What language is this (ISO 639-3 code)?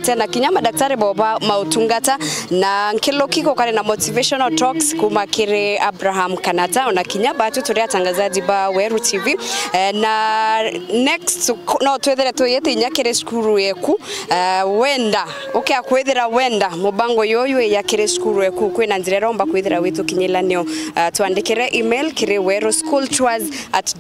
mer